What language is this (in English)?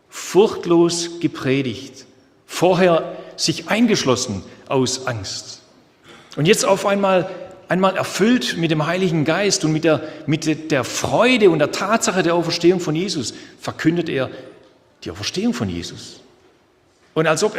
German